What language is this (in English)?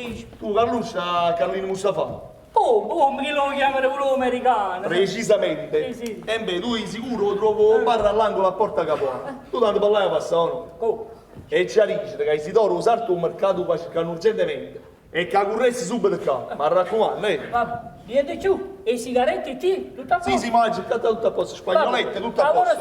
Neapolitan